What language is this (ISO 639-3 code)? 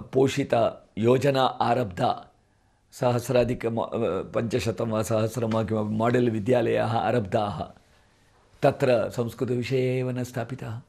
san